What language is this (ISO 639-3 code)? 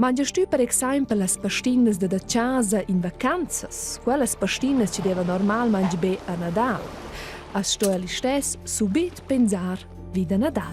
roh